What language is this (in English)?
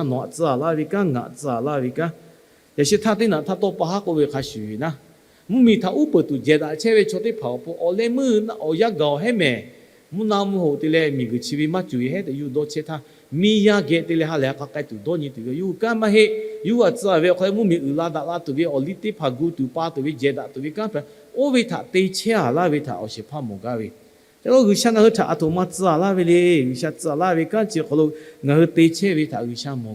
Lahu